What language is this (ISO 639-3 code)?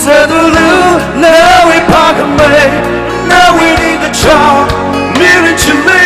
nmf